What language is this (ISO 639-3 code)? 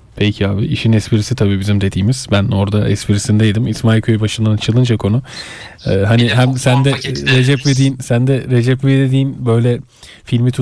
tur